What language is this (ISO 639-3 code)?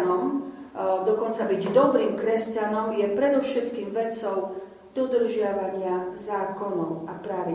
slk